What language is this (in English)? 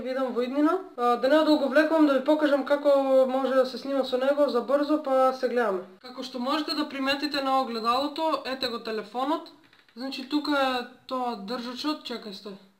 Macedonian